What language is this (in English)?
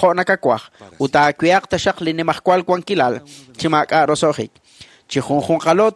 Kekchí